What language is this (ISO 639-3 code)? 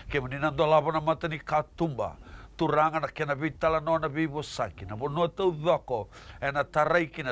fij